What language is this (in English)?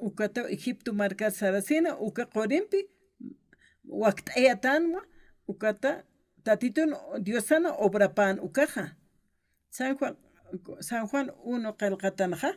Aymara